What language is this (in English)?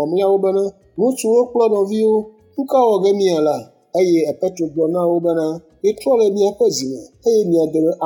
Ewe